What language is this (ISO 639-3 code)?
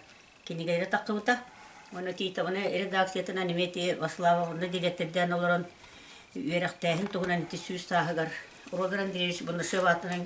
sah